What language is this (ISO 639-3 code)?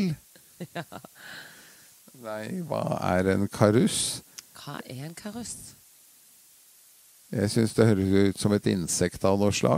nor